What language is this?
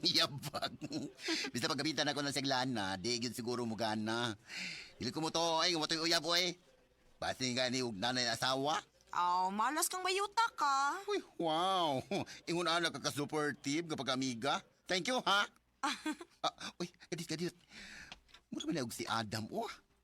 Cebuano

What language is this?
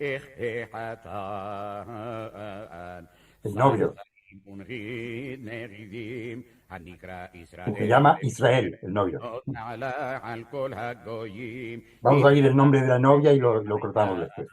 Ladino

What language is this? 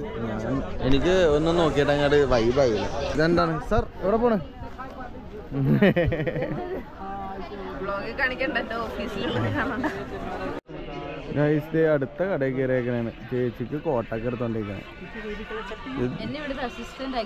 Malayalam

